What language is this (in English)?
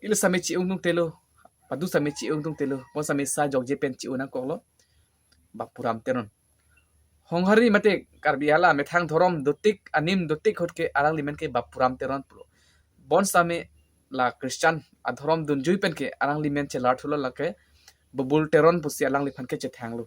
Karbi